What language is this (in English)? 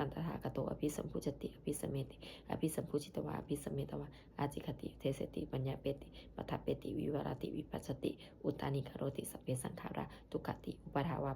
Pali